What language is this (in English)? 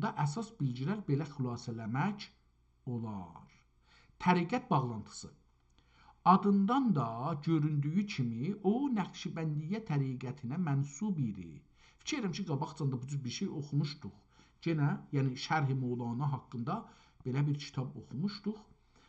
South Azerbaijani